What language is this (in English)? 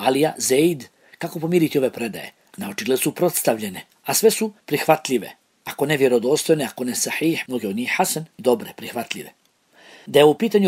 Bosnian